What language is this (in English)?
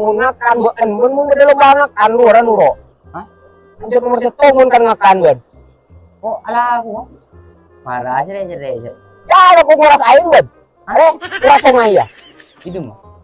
Madurese